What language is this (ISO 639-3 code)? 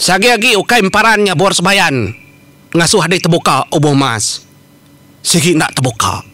iba